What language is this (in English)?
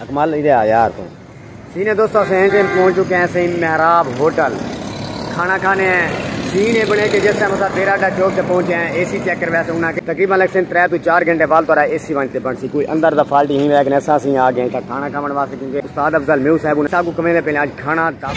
Saraiki